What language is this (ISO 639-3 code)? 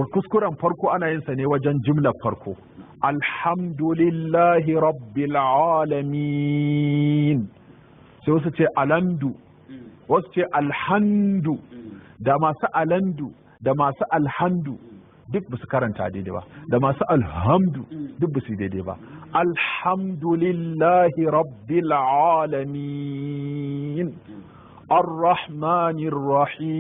hau